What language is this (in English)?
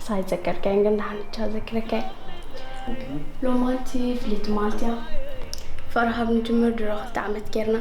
Tigrinya